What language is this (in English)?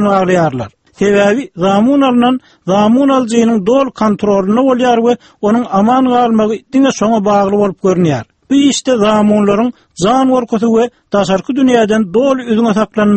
Turkmen